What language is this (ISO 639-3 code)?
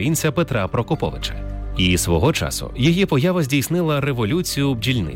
ukr